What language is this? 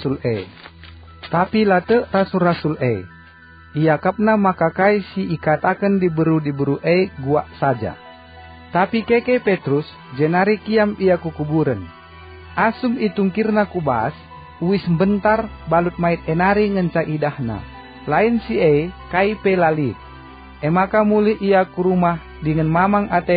Batak Karo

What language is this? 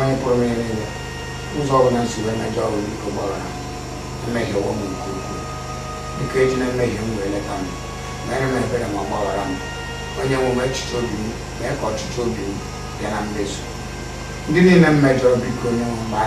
Igbo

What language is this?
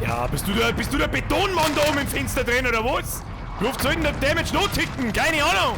Bavarian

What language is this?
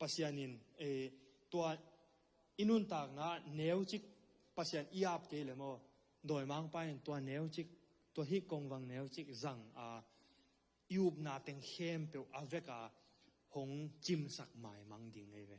Tedim Chin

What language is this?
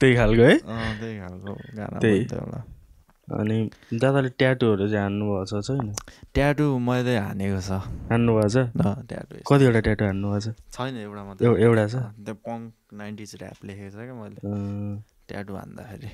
Nepali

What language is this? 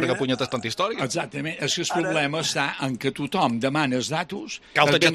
Catalan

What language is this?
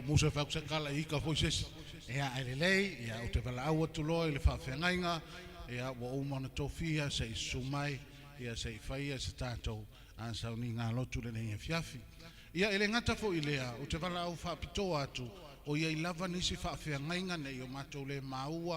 Samoan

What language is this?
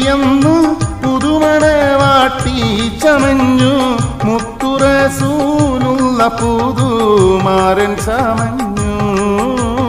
Malayalam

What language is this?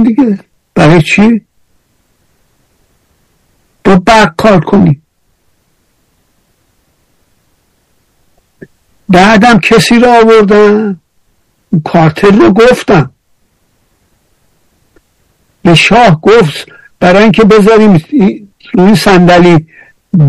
Persian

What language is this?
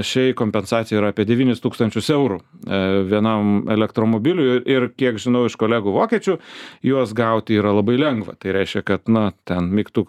Lithuanian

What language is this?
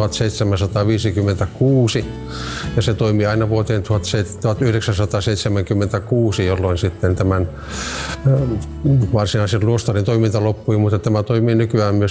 Finnish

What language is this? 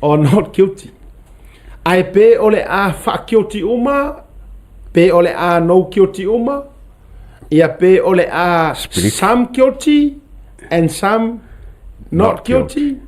Samoan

